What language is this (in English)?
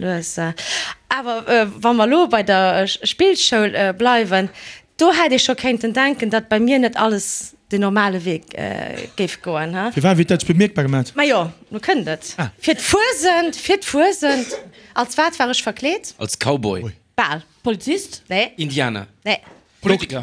Luxembourgish